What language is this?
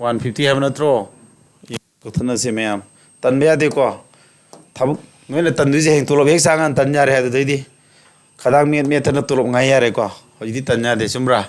Manipuri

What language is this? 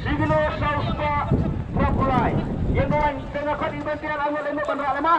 Khasi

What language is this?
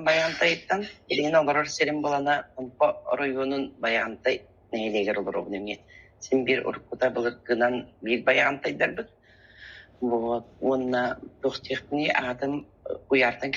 Yakut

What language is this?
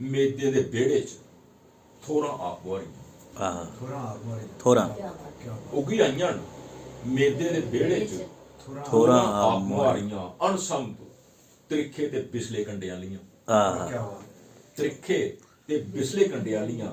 Dogri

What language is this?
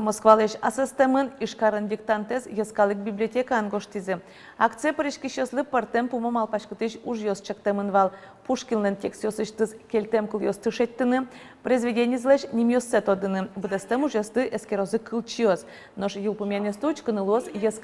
Udmurt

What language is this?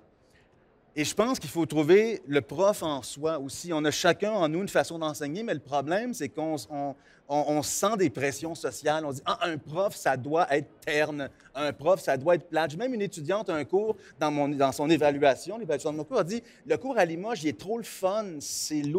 French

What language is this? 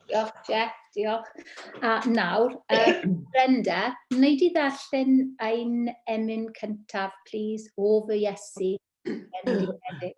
Welsh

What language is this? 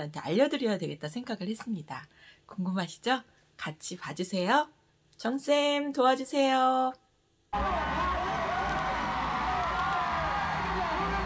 Korean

